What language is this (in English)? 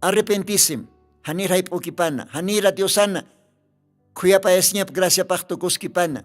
Aymara